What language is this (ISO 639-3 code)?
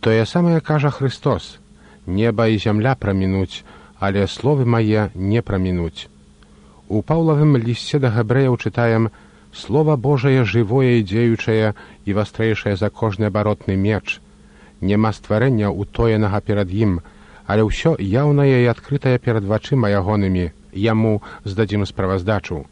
bel